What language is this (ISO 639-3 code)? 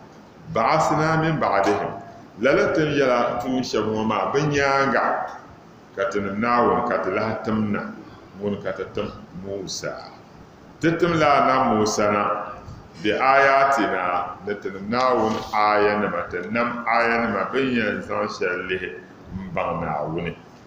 dag